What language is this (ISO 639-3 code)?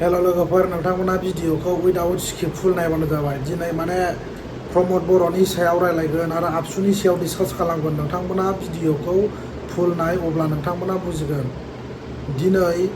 brx